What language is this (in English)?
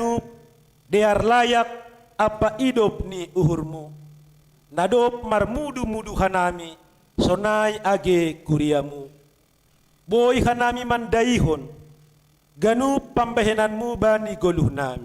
Batak Simalungun